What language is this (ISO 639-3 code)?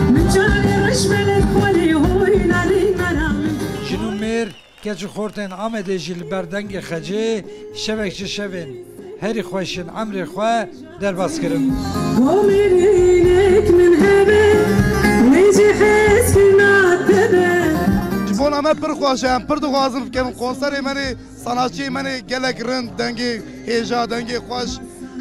kur